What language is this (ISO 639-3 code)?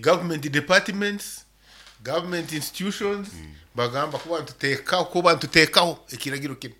nyn